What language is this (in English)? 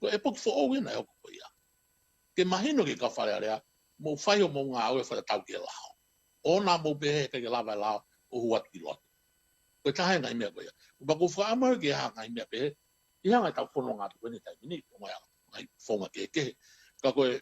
Tongan